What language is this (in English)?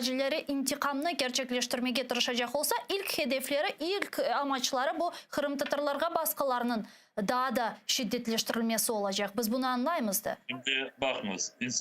Crimean Tatar